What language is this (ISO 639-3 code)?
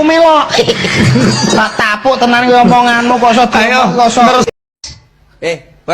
jav